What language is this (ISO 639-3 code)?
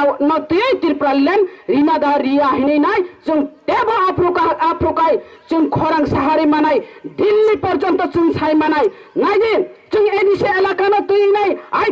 trp